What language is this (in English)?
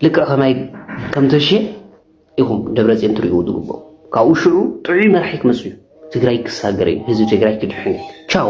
Tigrinya